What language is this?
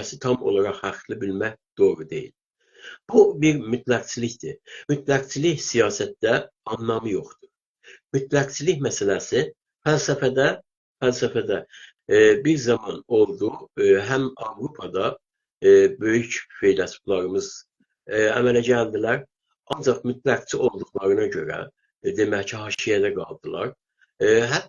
South Azerbaijani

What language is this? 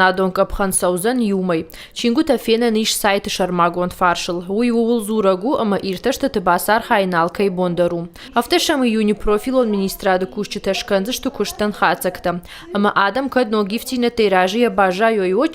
Ossetic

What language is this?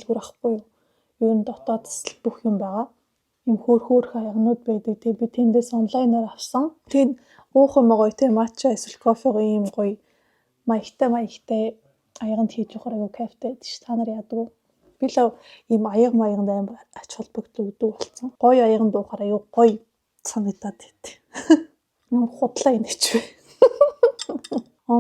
Mongolian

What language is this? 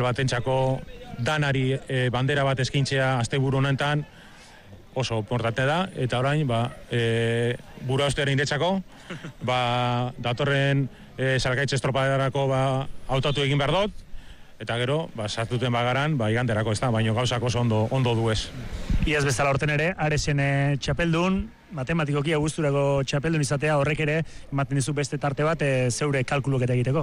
Basque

